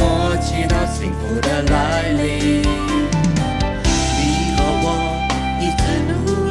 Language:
Chinese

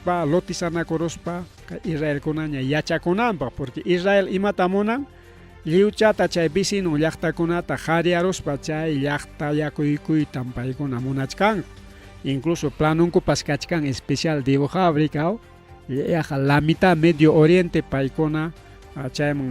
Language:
Ayacucho Quechua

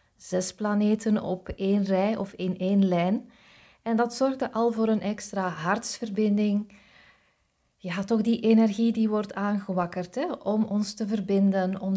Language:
Dutch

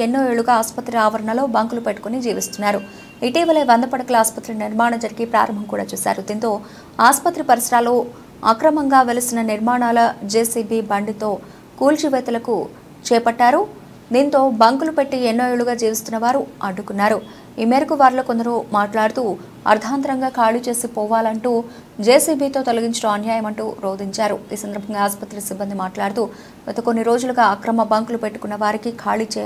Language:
Telugu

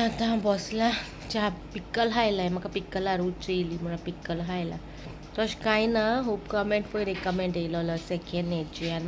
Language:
Konkani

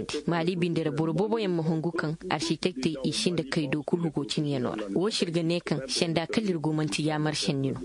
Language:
Koyraboro Senni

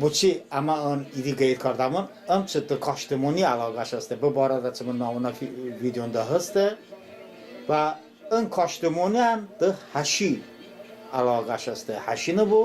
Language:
Talysh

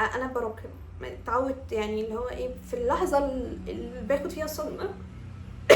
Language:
Egyptian Arabic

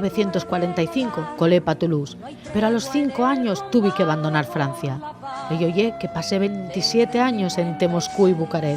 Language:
Asturian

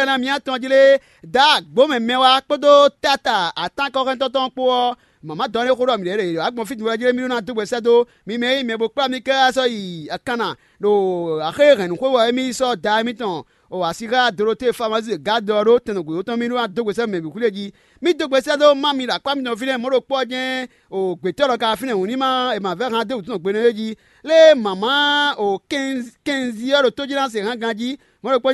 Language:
Fon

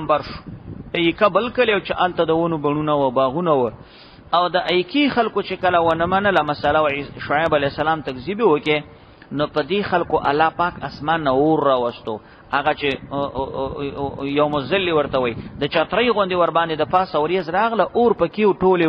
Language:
Pashto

